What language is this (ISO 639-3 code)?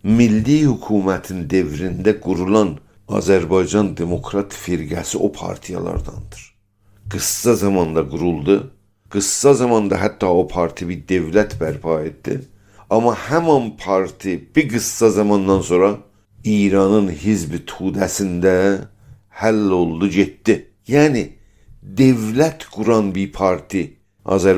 azb